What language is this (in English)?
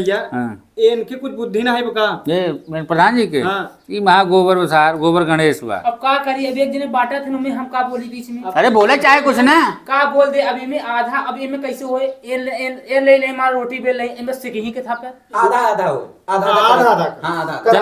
Awadhi